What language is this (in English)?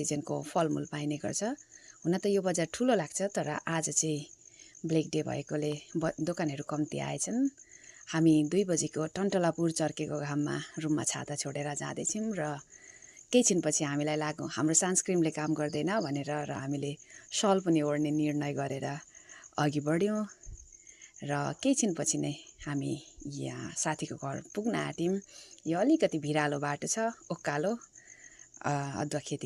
Nepali